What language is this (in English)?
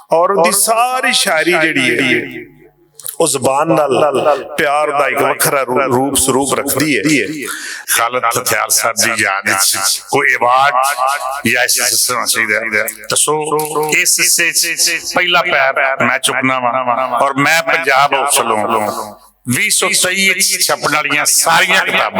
Western Panjabi